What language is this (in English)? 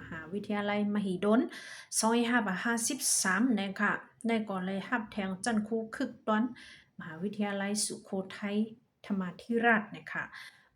Shan